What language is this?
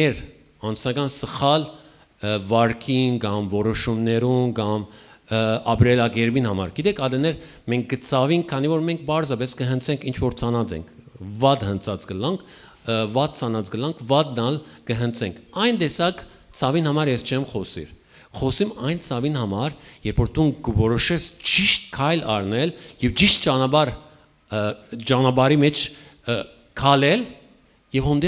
Western Armenian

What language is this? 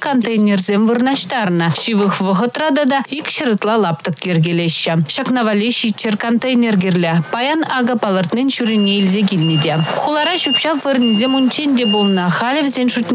Chuvash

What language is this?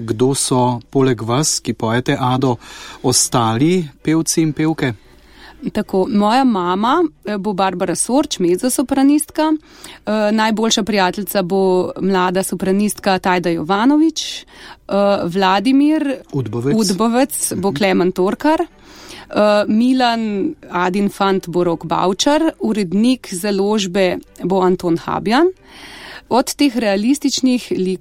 Slovenian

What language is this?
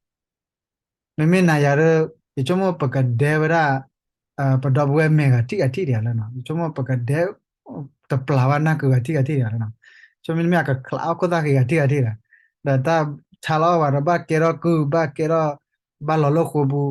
S'gaw Karen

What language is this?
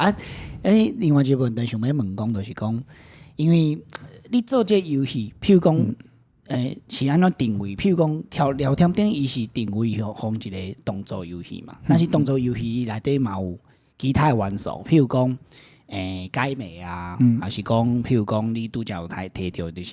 Min Nan Chinese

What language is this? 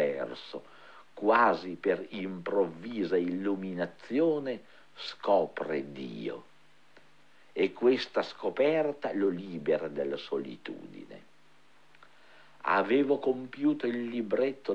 Italian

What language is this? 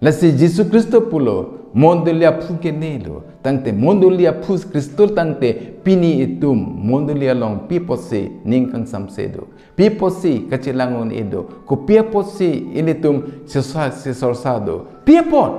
Karbi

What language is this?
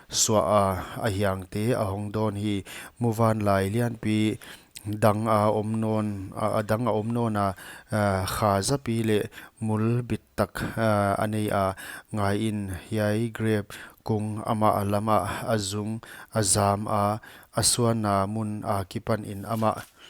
Paite Chin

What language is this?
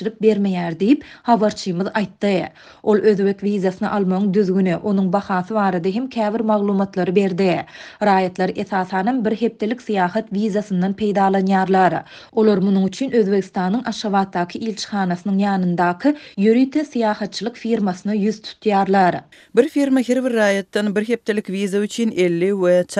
Turkmen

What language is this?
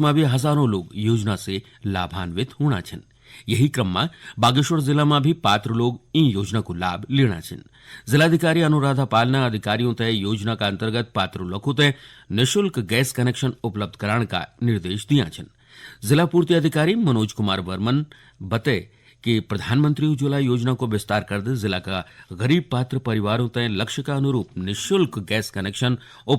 Garhwali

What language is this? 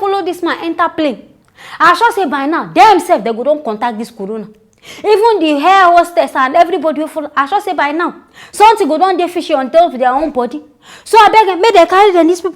Nigerian Pidgin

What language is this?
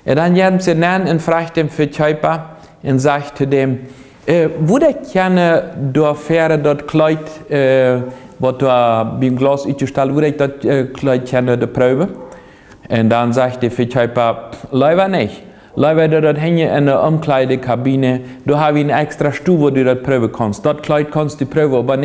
Plautdietsch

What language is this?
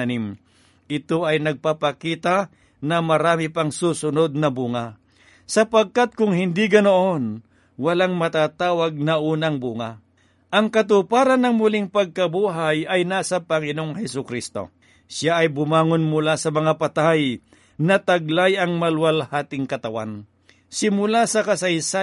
Filipino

